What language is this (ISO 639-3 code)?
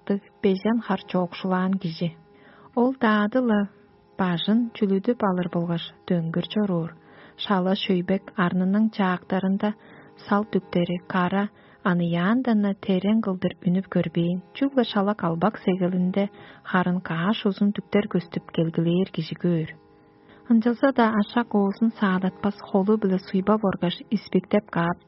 tyv